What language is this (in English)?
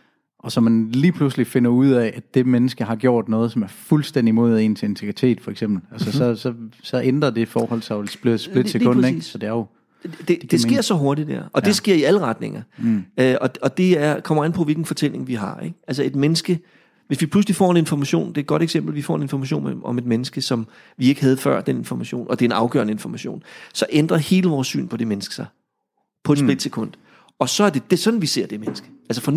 Danish